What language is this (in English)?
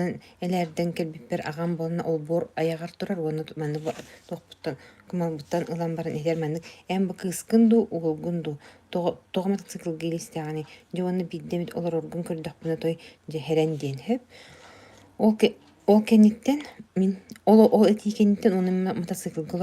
Yakut